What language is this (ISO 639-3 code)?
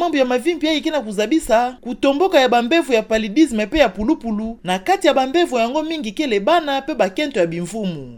ktu